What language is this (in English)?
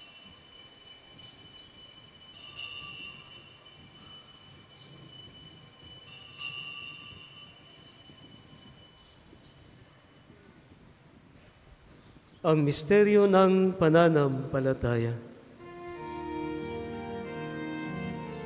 Filipino